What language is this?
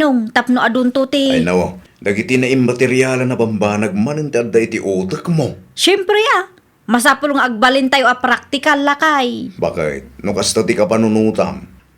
Iloko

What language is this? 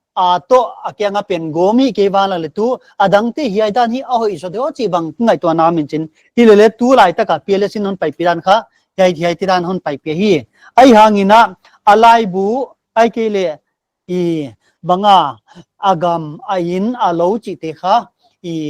Paite Chin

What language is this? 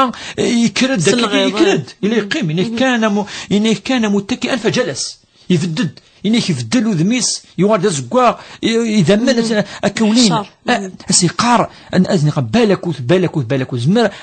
Kabyle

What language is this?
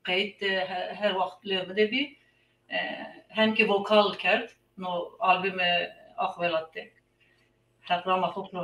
Zaza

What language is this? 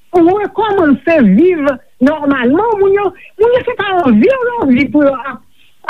Haitian Creole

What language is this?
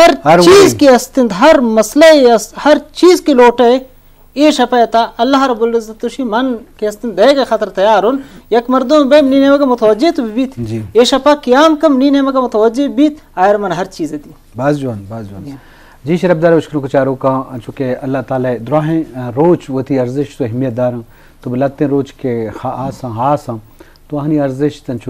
Eastern Balochi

